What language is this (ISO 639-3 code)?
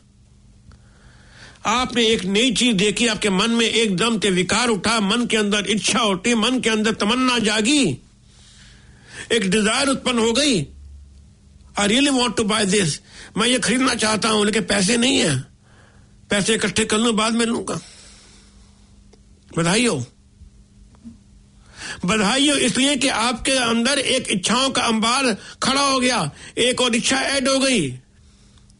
hin